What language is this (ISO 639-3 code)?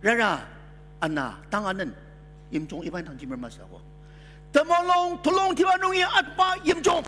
njo